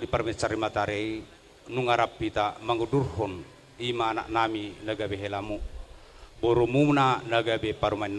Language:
Batak Toba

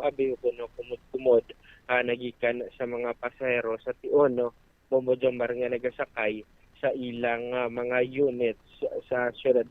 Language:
Hiligaynon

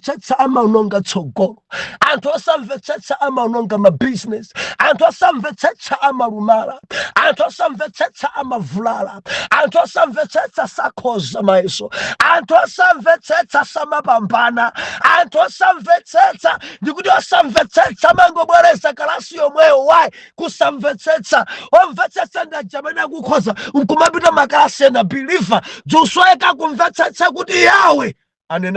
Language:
Nyanja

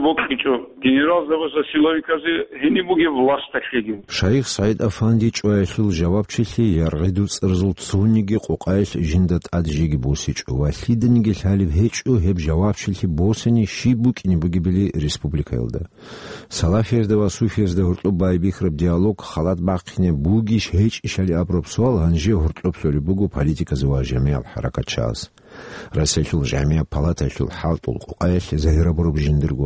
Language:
Avaric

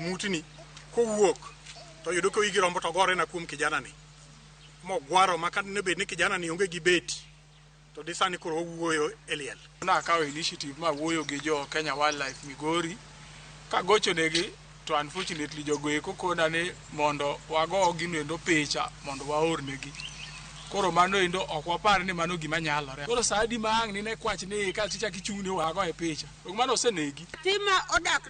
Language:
Luo (Kenya and Tanzania)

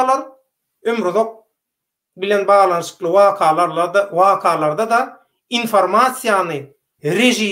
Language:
Turkmen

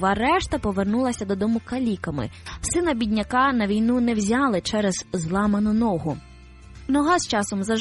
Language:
Ukrainian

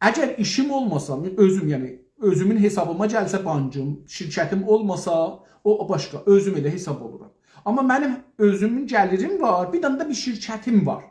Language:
South Azerbaijani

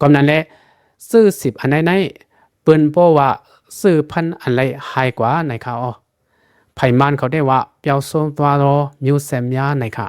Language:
Lao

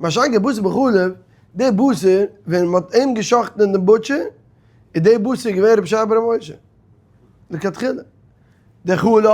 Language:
Yiddish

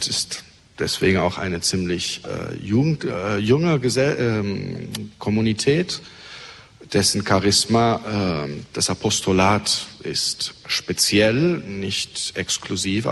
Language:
German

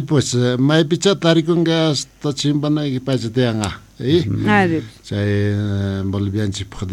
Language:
South Bolivian Quechua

